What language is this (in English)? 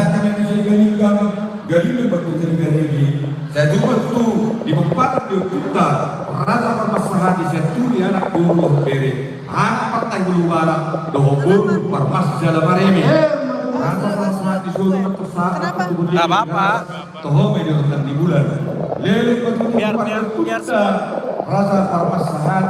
Batak Toba